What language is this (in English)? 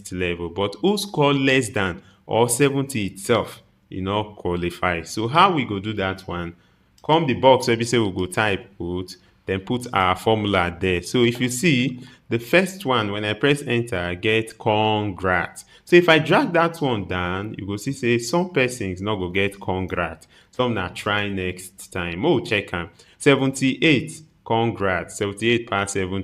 Nigerian Pidgin